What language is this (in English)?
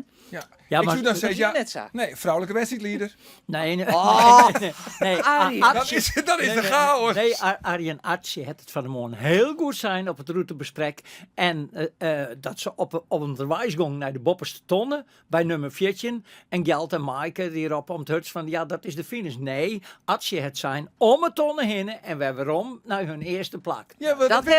Western Frisian